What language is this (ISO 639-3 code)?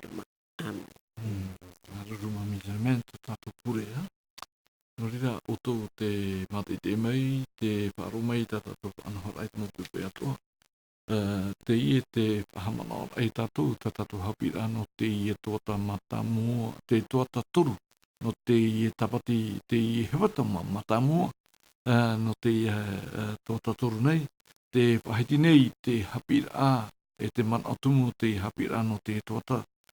tah